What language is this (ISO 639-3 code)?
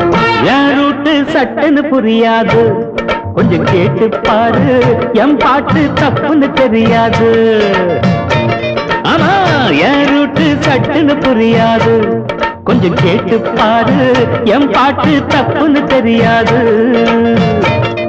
tam